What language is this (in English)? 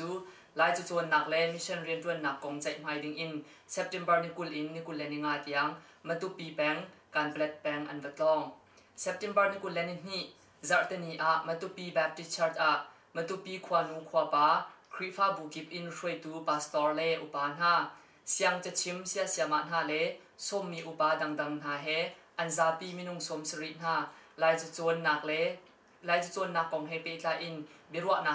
Hakha Chin